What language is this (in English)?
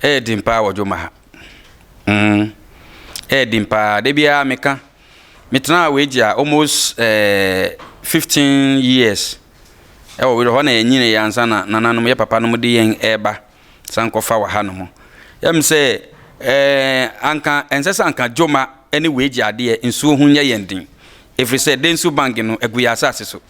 Akan